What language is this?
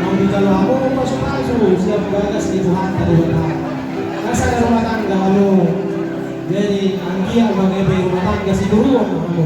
Batak Toba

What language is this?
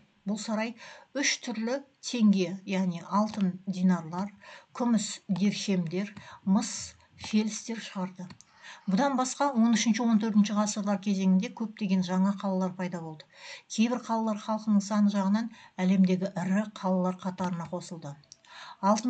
Kazakh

